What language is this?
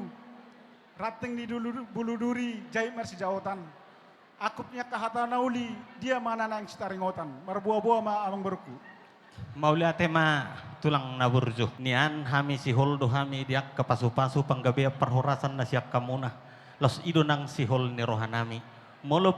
Batak Toba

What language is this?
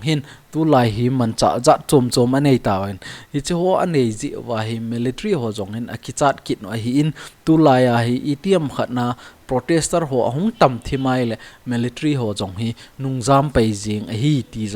Thado Chin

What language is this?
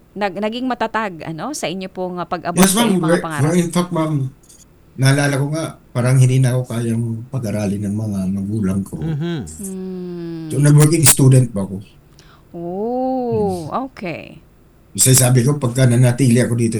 Filipino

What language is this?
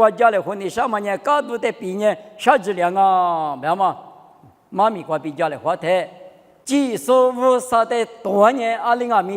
Lisu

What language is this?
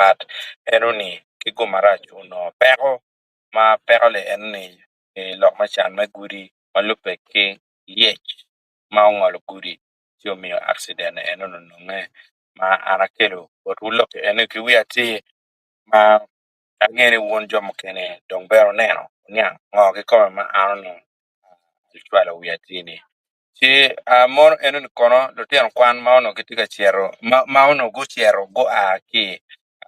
Acoli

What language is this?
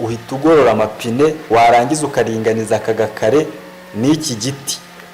Kinyarwanda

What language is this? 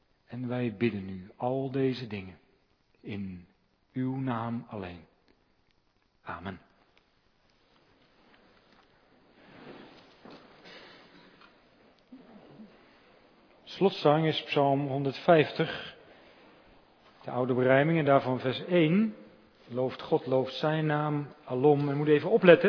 Dutch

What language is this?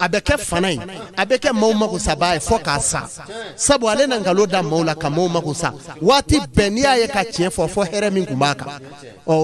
Bambara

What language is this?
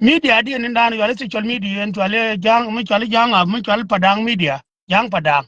Nuer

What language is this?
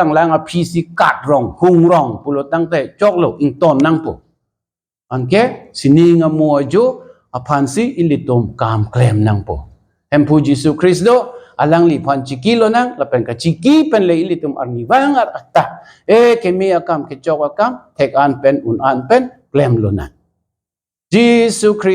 Karbi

